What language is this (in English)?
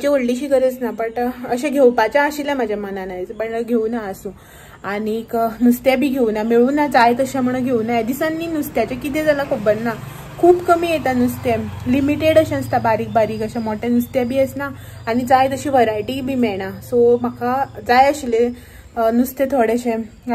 Konkani